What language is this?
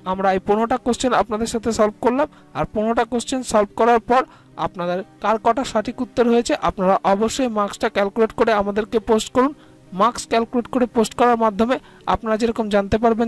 Bangla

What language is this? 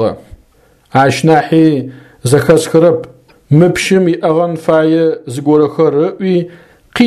Adyghe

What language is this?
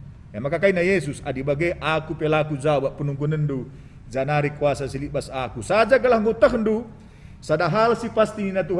Batak Karo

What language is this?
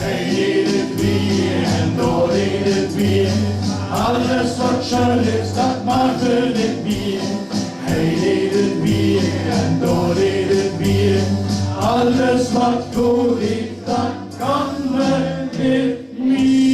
Limburgish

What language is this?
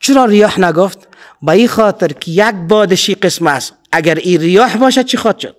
Persian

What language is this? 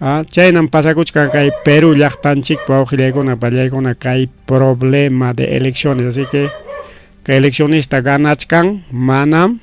Ayacucho Quechua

